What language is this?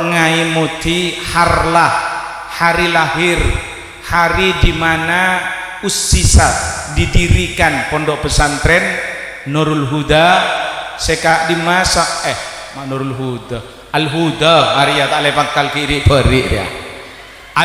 Madurese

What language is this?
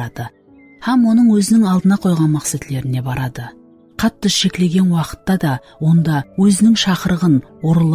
Kara-Kalpak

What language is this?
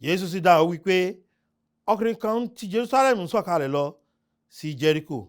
Yoruba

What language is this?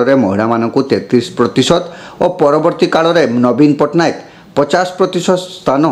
Odia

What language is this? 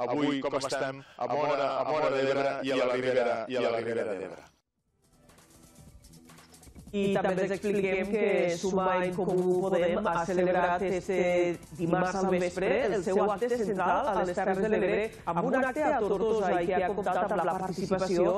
Catalan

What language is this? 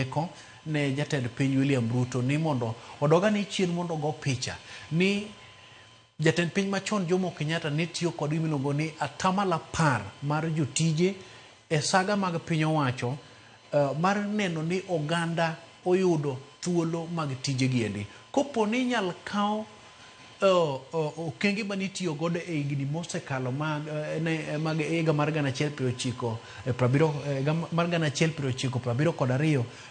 Luo (Kenya and Tanzania)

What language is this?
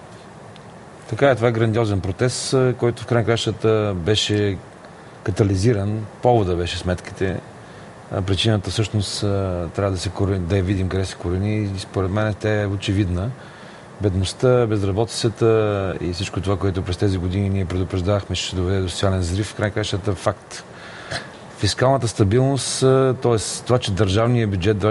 Bulgarian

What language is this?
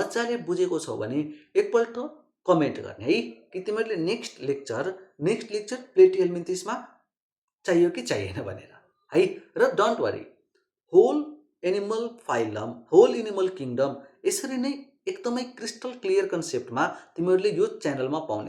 Nepali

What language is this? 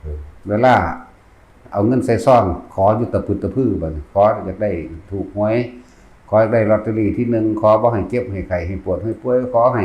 Northeastern Thai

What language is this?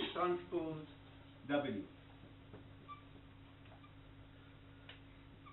Hebrew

